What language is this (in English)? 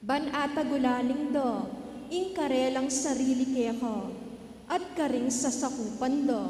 Pampanga